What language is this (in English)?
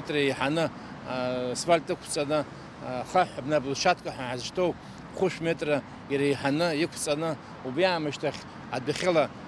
Abkhazian